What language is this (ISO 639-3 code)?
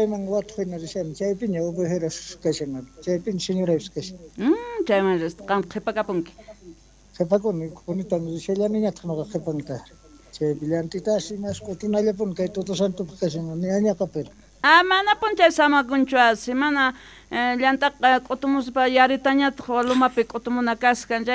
quh